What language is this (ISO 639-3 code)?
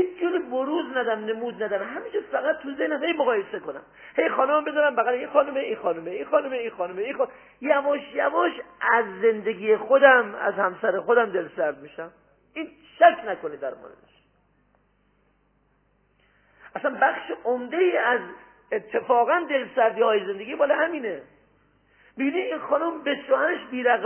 fas